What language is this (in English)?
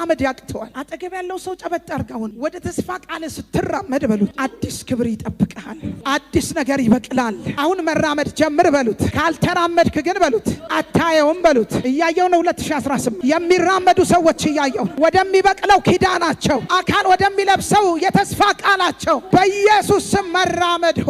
Amharic